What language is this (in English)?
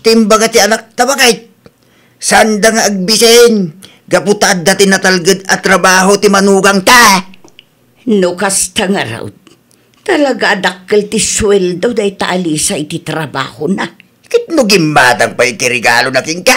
Iloko